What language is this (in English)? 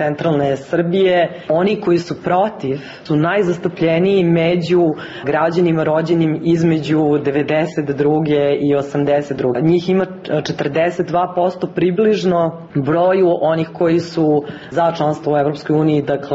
Serbian